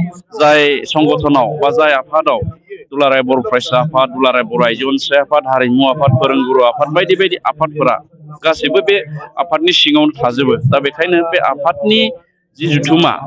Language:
Bodo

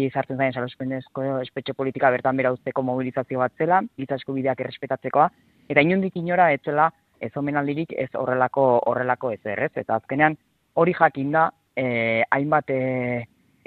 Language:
Basque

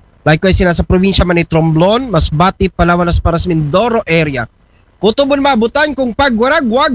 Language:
Aklanon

